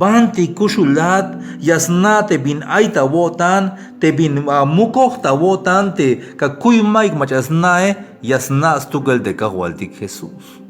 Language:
Tzeltal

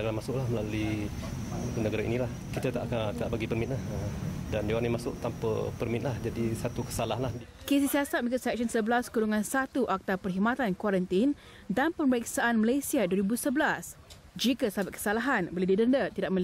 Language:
Malay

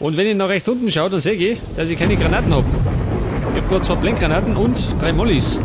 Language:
Bavarian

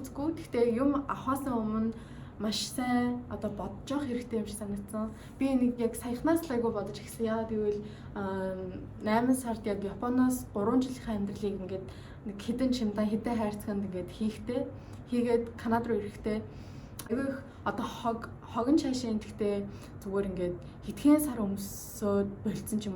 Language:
Mongolian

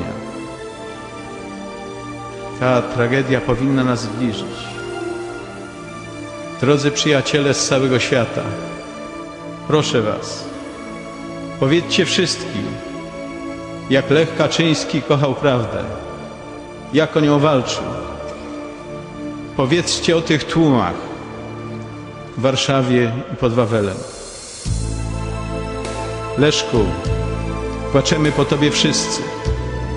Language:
Polish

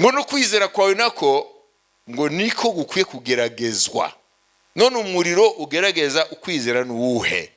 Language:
Kinyarwanda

